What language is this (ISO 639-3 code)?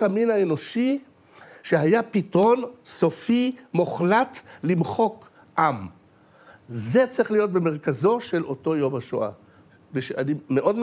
heb